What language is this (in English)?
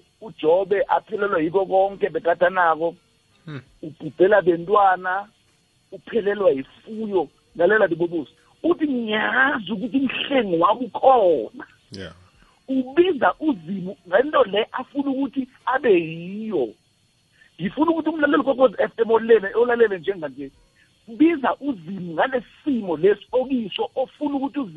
South Ndebele